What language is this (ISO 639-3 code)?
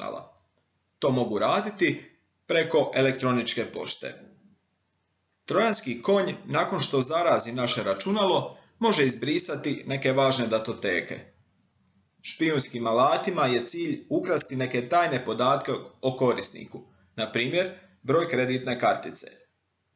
hrv